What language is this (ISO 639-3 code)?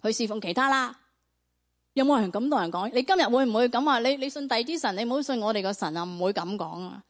yue